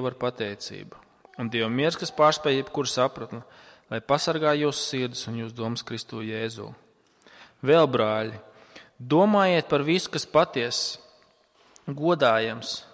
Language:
Latvian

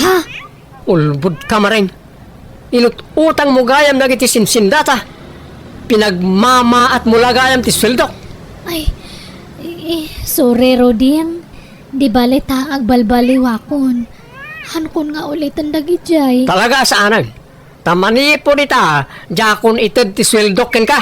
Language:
Iloko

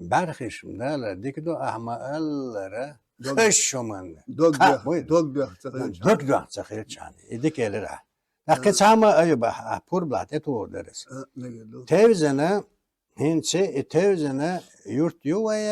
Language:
Chechen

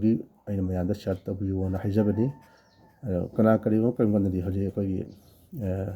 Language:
Manipuri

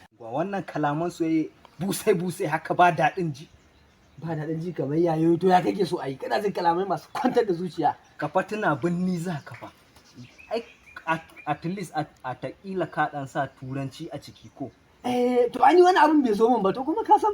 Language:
Hausa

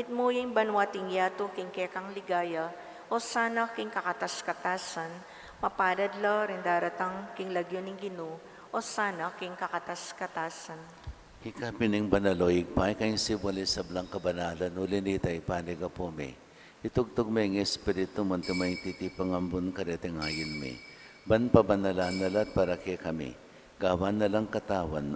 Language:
Pampanga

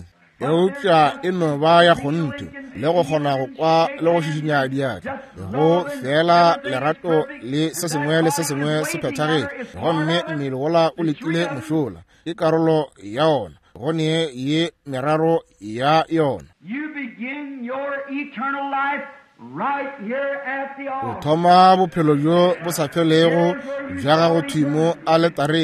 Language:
Northern Sotho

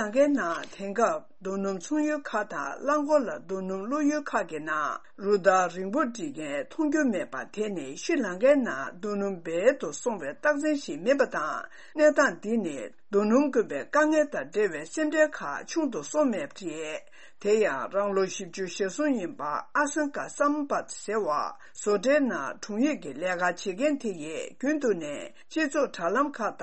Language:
Tibetan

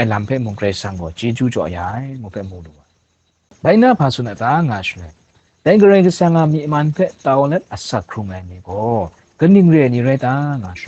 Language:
Kachin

